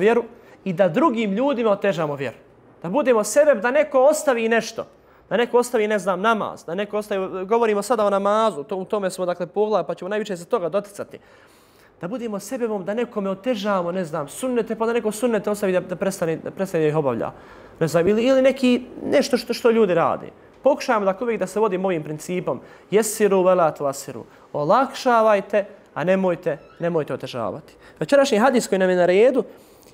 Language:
Bosnian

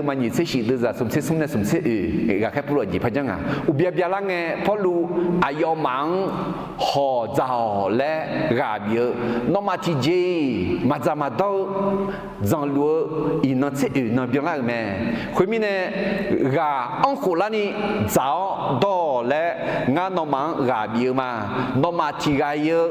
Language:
Akha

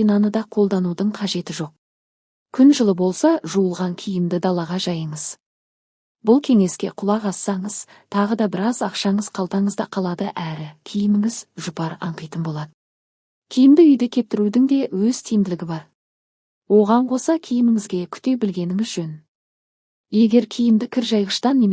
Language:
Kazakh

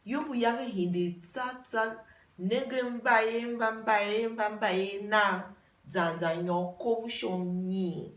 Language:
Tiv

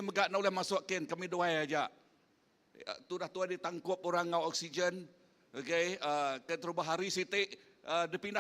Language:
Iban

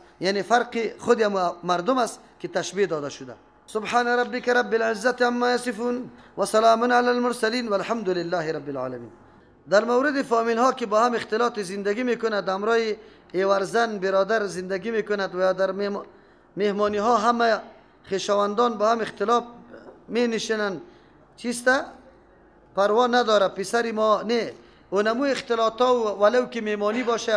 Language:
Persian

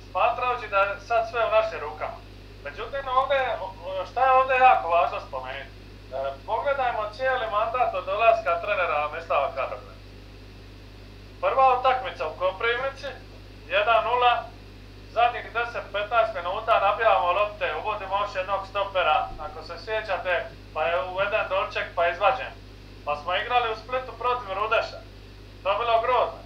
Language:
Croatian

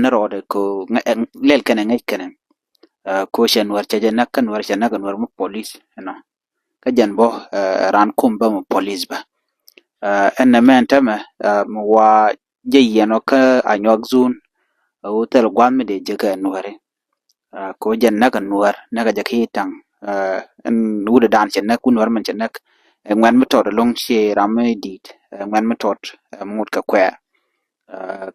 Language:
Nuer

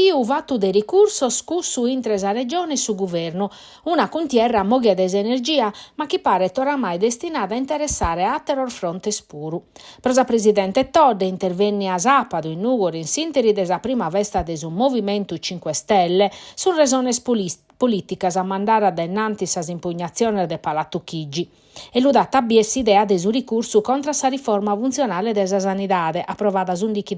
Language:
Sardinian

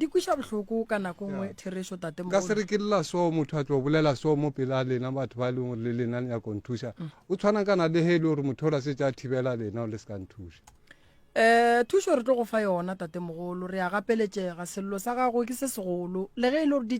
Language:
Northern Sotho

